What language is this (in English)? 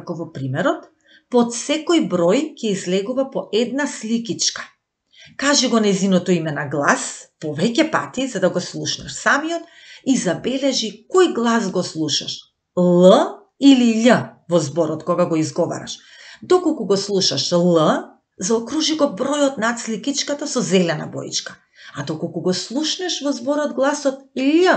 Macedonian